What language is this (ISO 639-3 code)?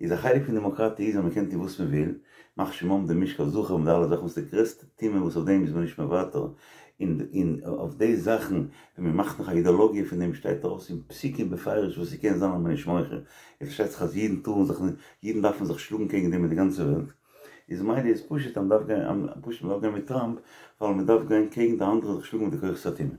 yid